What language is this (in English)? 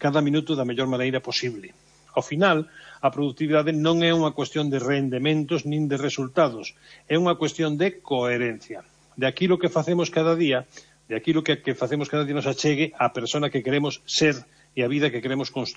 Galician